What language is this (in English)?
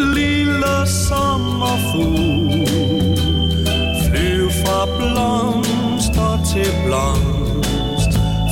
Danish